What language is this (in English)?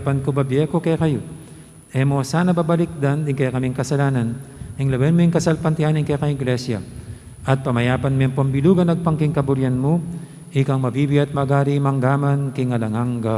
Pampanga